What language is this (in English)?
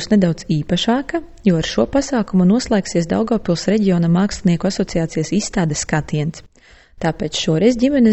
Latvian